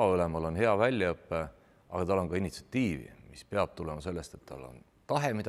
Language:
Estonian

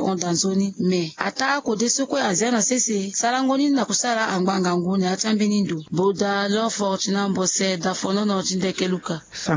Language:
Sango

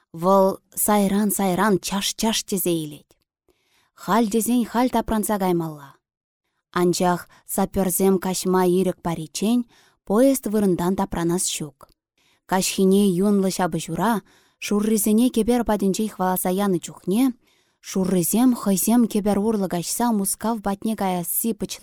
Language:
Chuvash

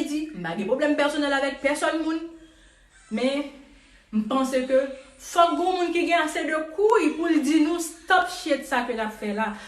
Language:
Haitian Creole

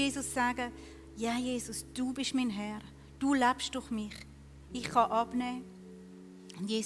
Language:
Swiss German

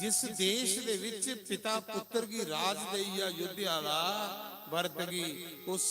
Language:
Dogri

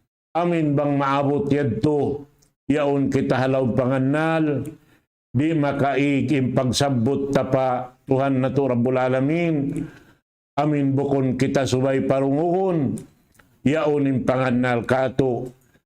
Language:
Tausug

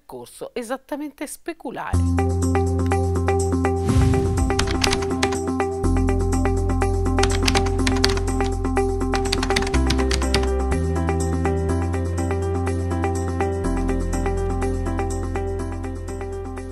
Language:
Italian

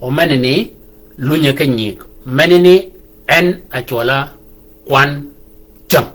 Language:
Shilluk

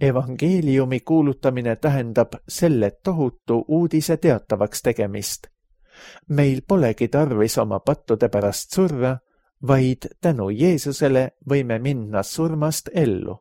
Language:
Estonian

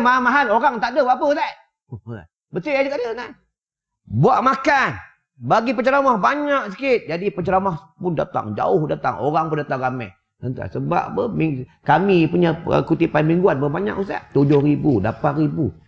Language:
Malay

